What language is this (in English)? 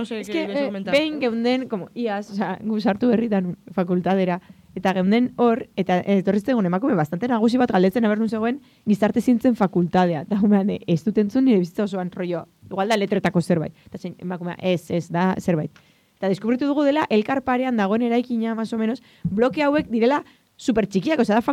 Basque